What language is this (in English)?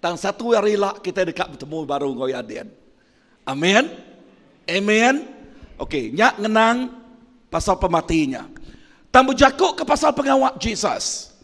Iban